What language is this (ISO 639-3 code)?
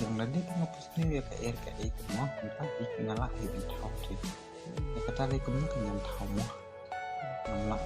kha